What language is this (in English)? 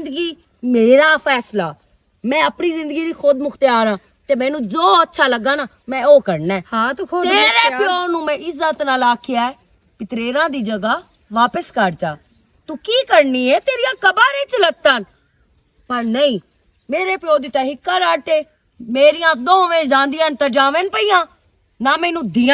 Western Panjabi